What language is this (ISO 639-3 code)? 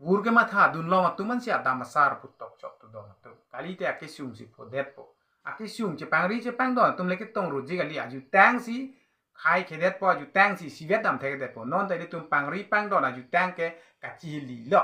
mjw